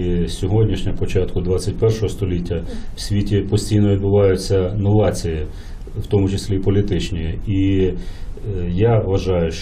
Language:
Ukrainian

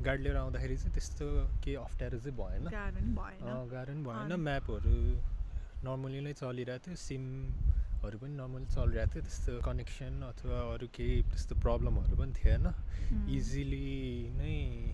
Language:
Nepali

